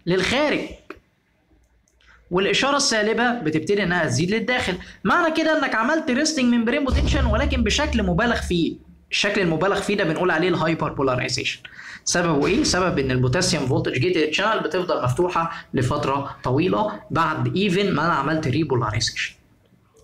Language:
Egyptian Arabic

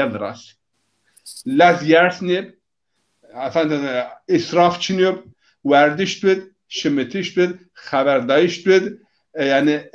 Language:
Zaza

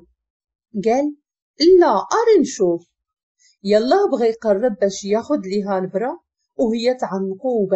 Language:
Moroccan Arabic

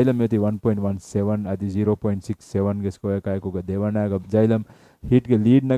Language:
Divehi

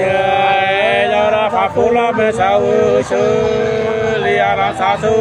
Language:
Nung (Viet Nam)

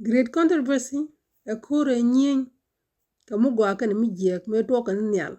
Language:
Nuer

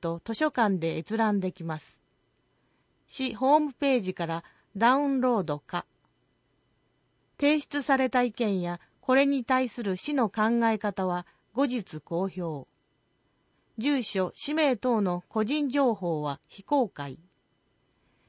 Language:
Japanese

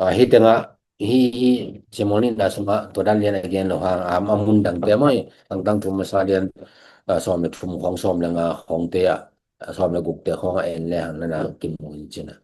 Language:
Tedim Chin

